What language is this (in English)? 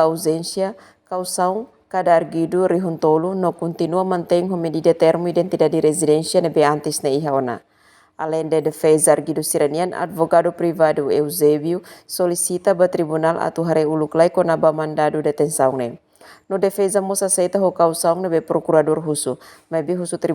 Tetum